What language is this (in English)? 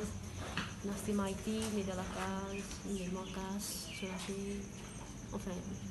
Morisyen